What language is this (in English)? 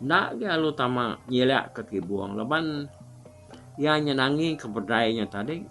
Iban